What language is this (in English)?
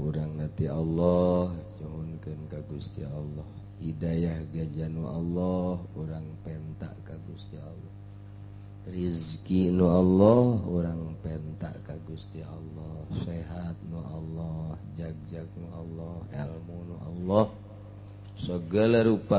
Sundanese